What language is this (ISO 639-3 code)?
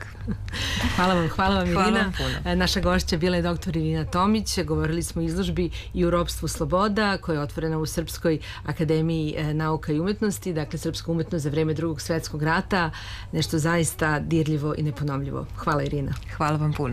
srp